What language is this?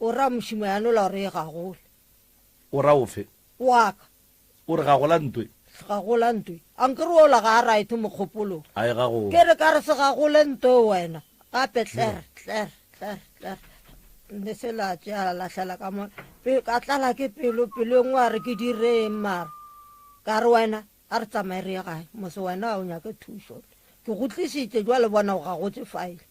Northern Sotho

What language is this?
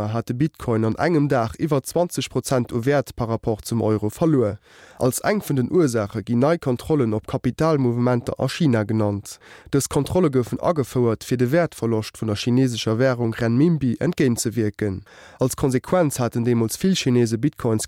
Luxembourgish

